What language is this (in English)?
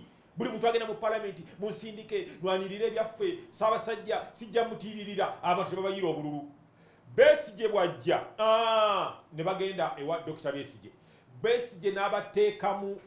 Ganda